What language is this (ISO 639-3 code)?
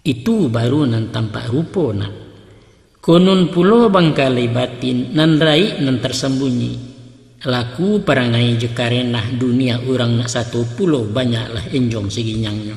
min